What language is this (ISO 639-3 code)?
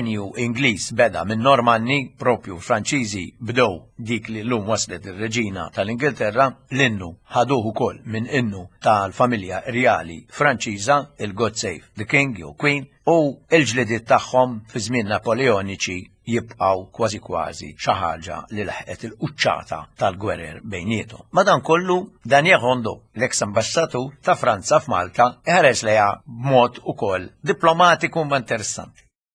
mlt